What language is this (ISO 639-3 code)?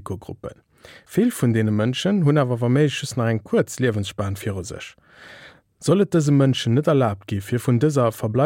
ltz